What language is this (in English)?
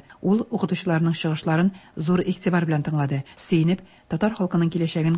Tatar